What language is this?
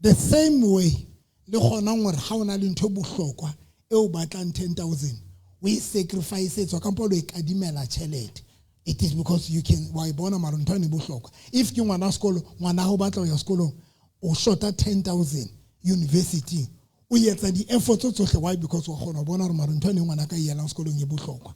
Southern Sotho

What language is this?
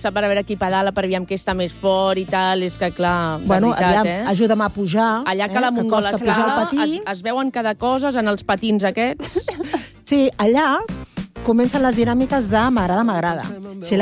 Catalan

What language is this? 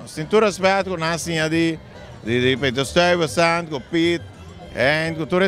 Papiamento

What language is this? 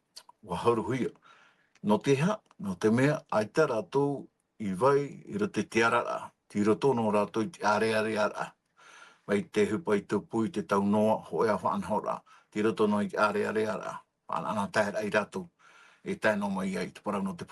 Tahitian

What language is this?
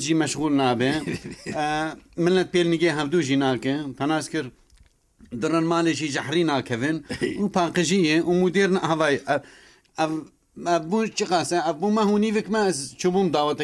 Kurdish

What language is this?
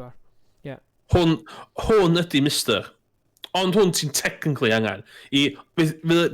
Welsh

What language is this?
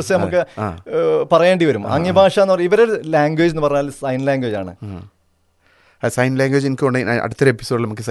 Malayalam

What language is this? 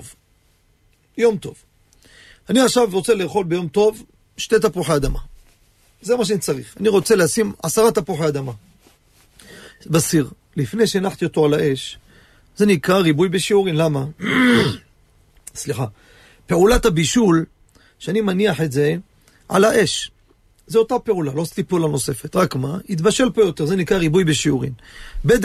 Hebrew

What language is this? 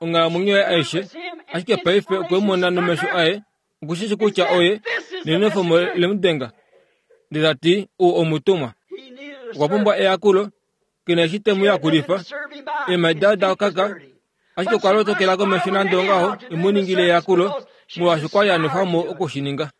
Kuanyama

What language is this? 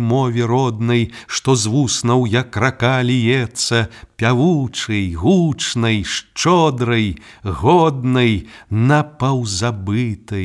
Belarusian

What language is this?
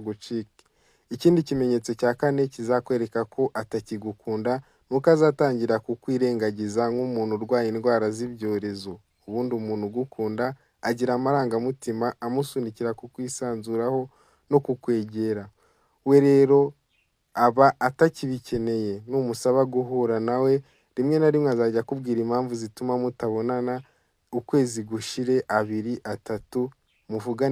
Kinyarwanda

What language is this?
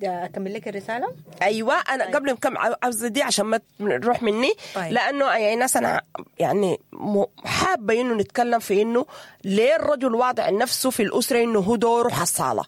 Sudanese Arabic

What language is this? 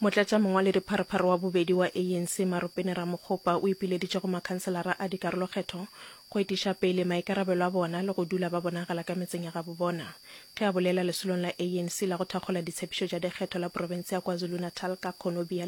Northern Sotho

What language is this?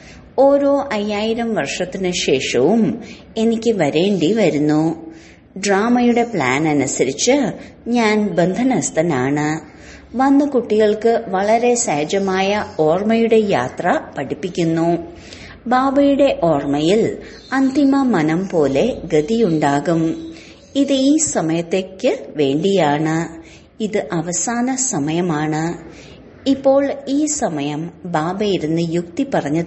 Malayalam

